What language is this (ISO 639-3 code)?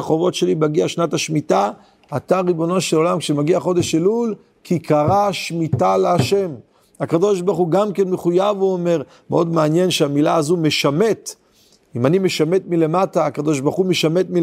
heb